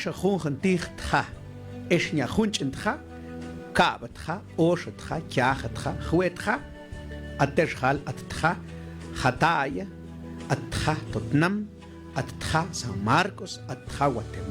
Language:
Mam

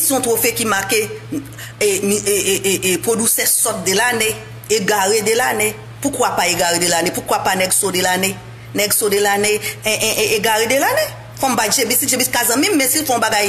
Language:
Haitian Creole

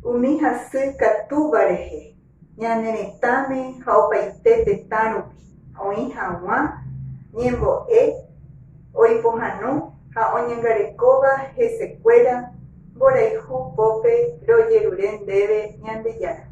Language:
Guarani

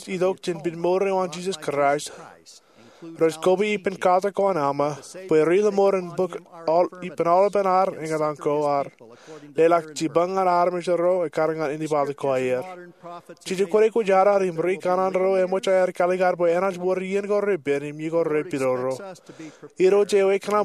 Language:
Marshallese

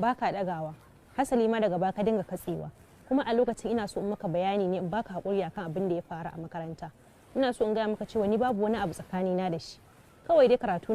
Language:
Hausa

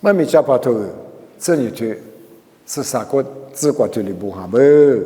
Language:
Lisu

